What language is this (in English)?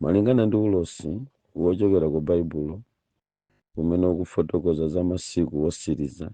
Nyanja